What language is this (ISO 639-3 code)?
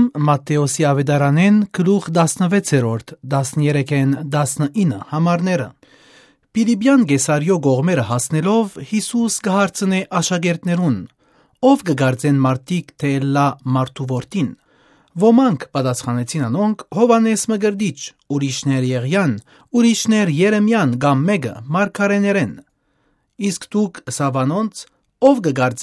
hye